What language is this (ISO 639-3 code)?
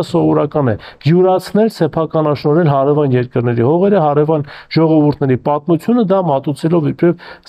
hye